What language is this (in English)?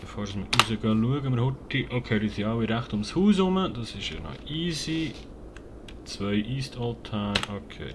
Swiss German